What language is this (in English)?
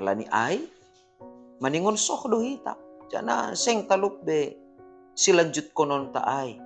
Batak Simalungun